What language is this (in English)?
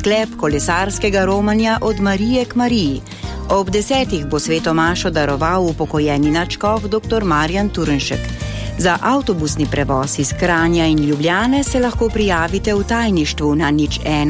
Slovenian